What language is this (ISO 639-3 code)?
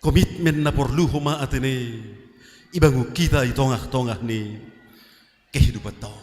bts